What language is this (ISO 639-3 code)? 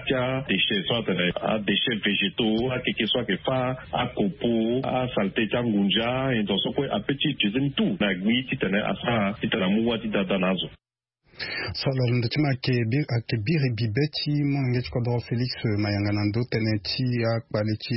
sag